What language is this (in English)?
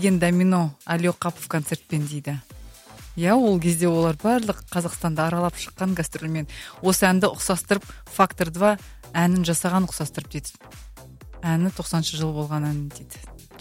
Kazakh